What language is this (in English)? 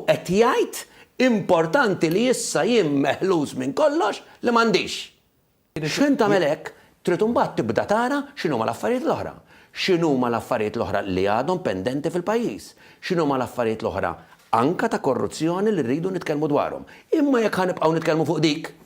Maltese